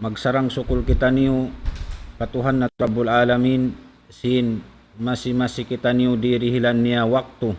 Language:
Tausug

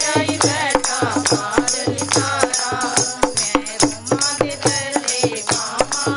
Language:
Dogri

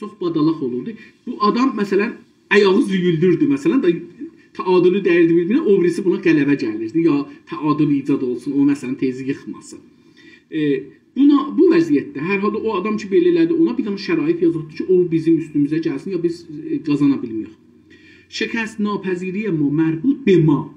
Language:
South Azerbaijani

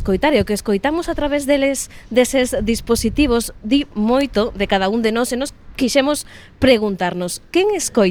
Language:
Galician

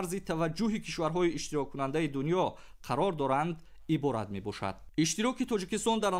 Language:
Tajik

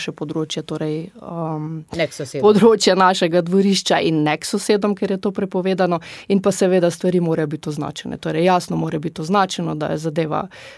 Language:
Slovenian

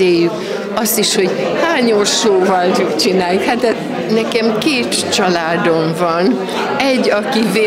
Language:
Hungarian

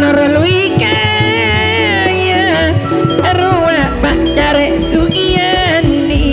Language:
Madurese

